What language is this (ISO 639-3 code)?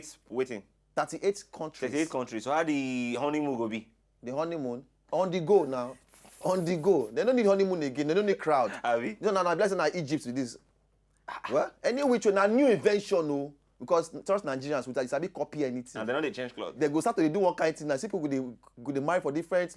pcm